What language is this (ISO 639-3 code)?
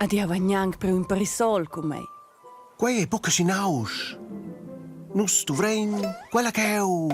roh